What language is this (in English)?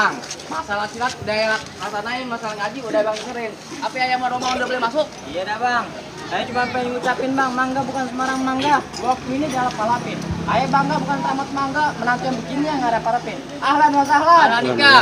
Betawi